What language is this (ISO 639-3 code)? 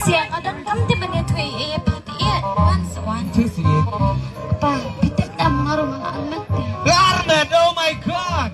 kha